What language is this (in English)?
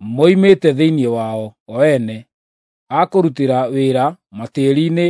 Kikuyu